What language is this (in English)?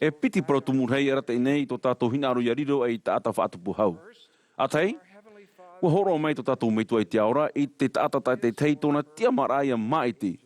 Tahitian